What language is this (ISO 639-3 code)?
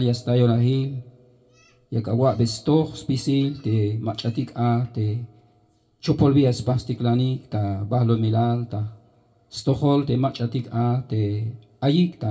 tzh